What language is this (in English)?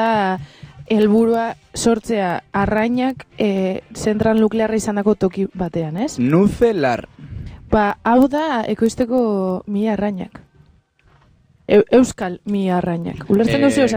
Basque